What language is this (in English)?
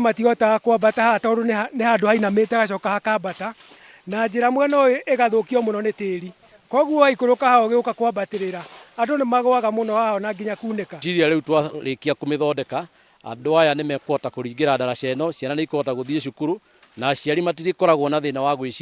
Kikuyu